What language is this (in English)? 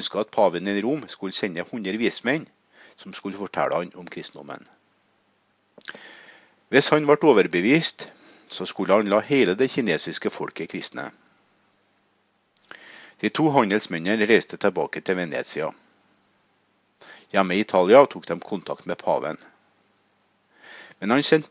Norwegian